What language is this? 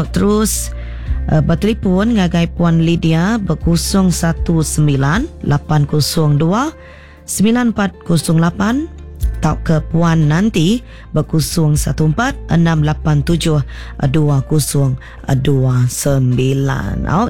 Iban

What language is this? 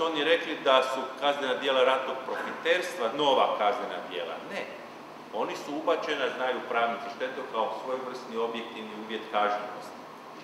Croatian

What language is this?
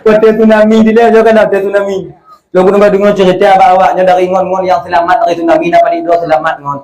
Achinese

